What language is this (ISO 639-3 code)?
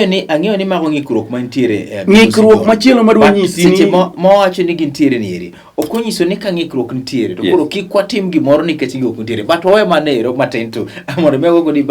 luo